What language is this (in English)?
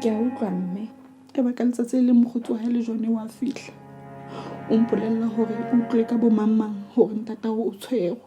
Southern Sotho